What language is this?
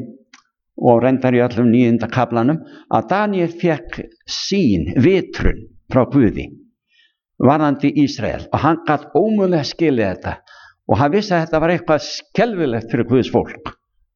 Icelandic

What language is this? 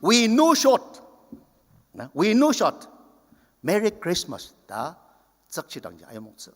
Ao Naga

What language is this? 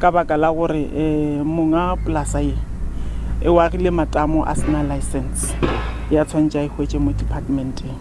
Northern Sotho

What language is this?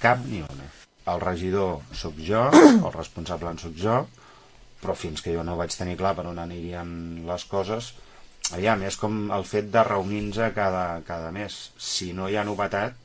Catalan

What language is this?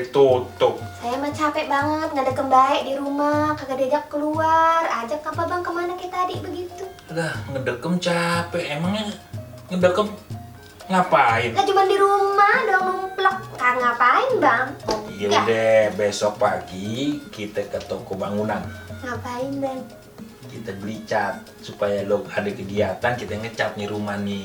Betawi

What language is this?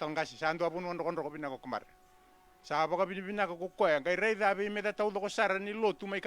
Fijian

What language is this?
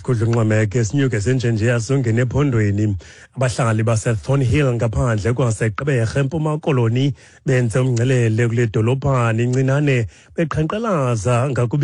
Xhosa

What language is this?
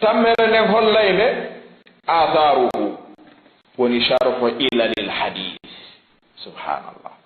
Fula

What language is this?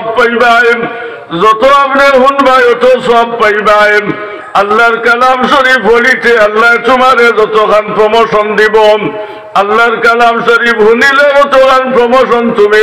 Sylheti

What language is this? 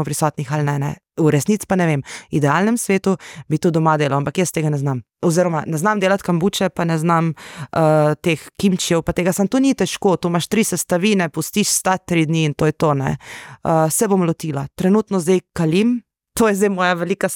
Slovenian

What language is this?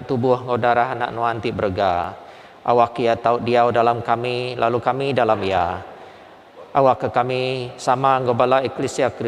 Iban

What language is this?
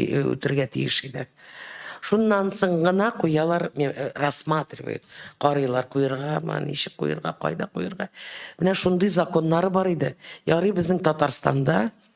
Tatar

